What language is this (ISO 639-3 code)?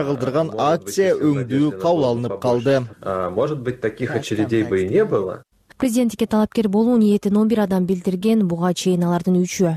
kir